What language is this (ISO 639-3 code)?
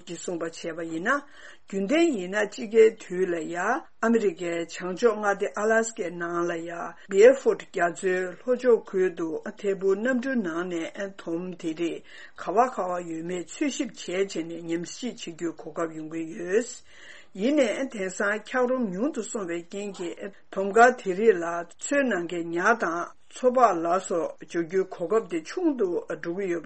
bod